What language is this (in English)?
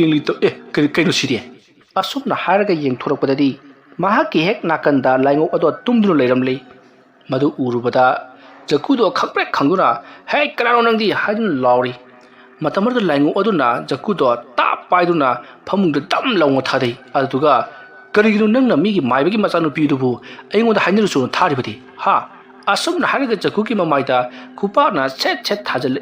Manipuri